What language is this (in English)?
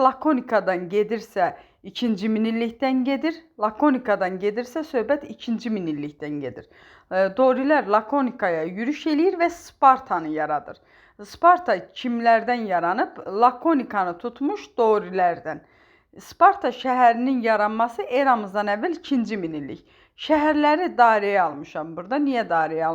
Azerbaijani